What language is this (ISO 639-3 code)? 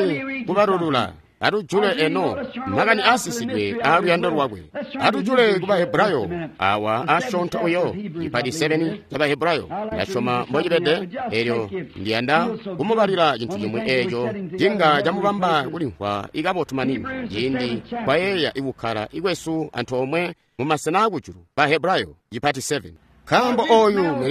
toi